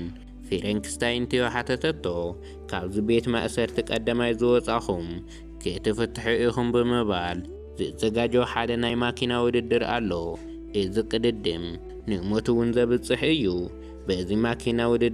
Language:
Tigrinya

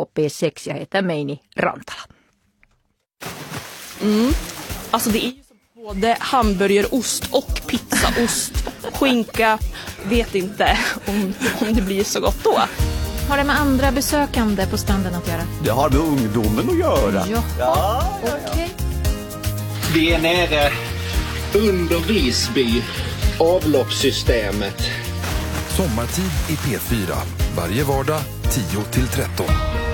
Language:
Swedish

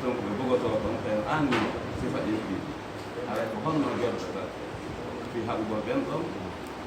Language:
Fula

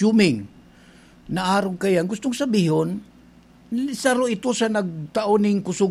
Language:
Bikol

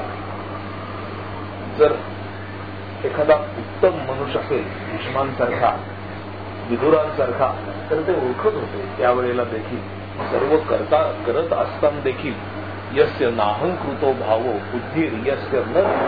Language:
Marathi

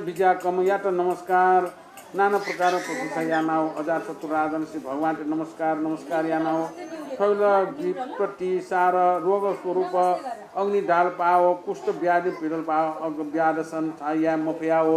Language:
Newari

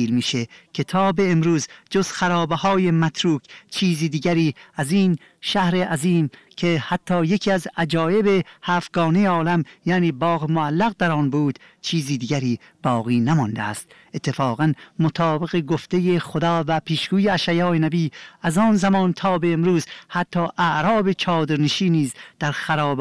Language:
Persian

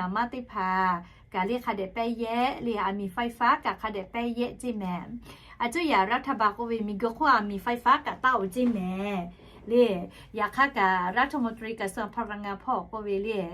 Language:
Lahu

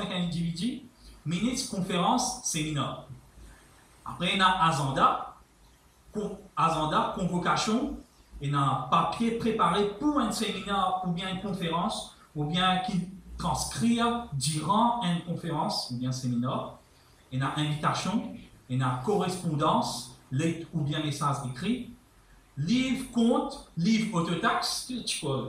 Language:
Morisyen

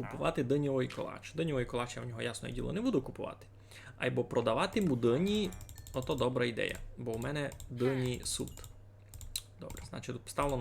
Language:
Rusyn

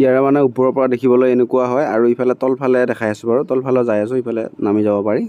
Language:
Assamese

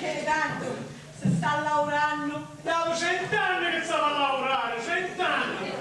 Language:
Sicilian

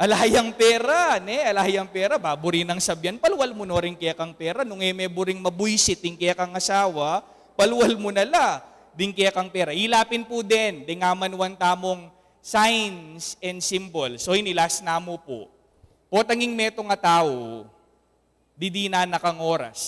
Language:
Pampanga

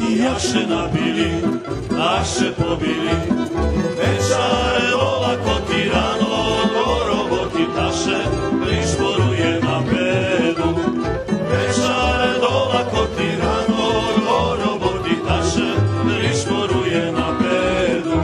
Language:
Rusyn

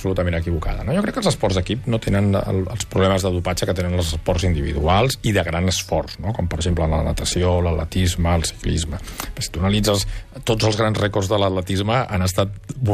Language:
Catalan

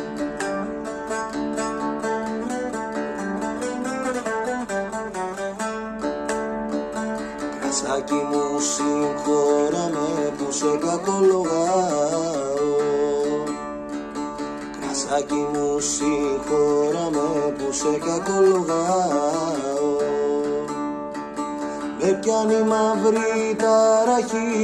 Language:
Greek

